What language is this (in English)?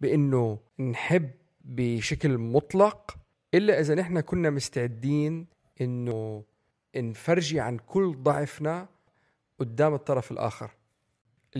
North Levantine Arabic